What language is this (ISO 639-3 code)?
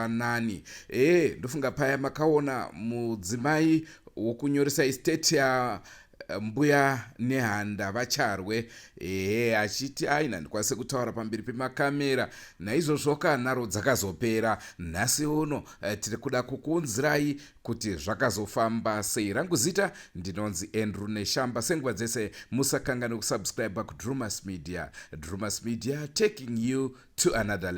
sna